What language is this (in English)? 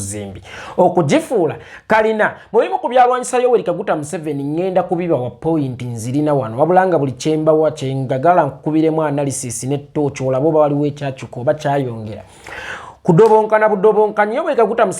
Ganda